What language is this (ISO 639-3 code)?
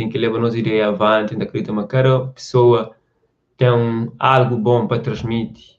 kea